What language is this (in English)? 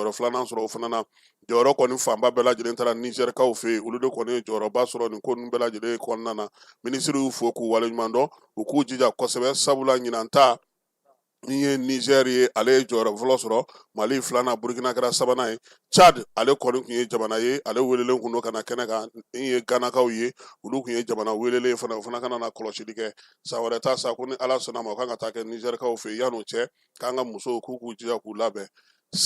Bambara